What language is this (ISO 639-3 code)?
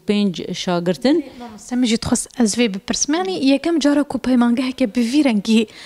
kur